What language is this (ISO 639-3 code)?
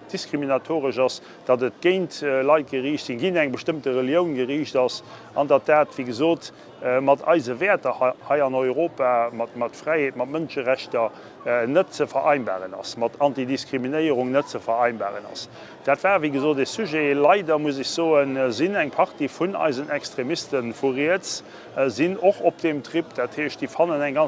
ltz